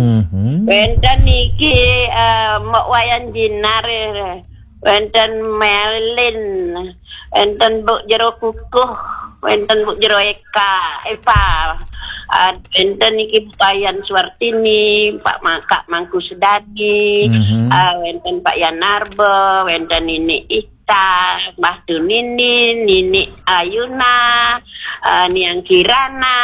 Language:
Balinese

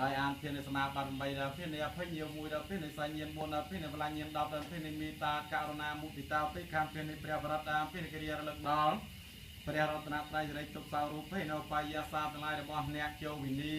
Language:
Khmer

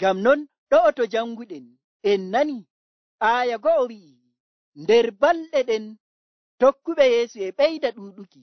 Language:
Nigerian Fulfulde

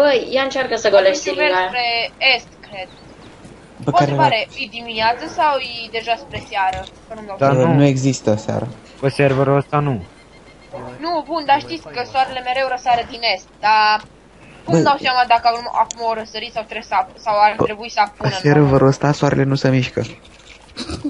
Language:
Romanian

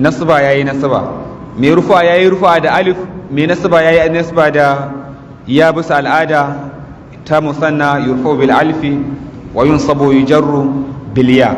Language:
Hausa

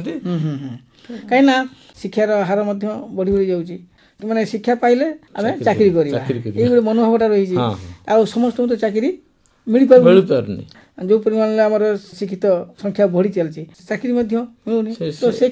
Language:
Odia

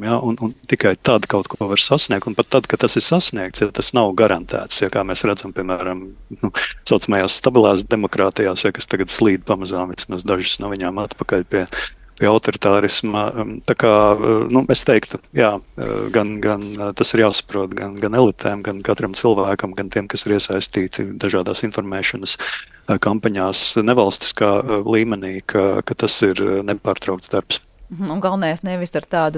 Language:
Latvian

